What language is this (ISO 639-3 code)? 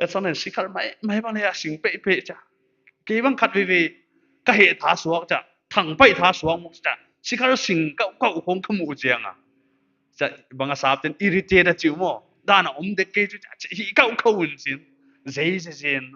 pck